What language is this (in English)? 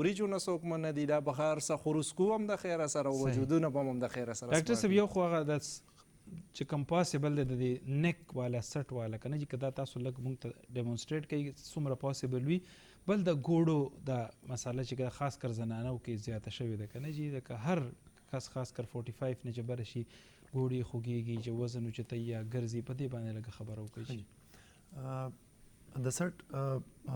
Pashto